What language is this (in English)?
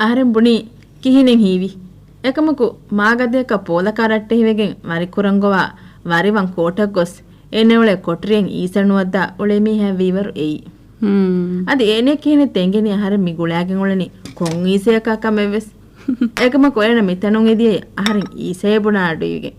Divehi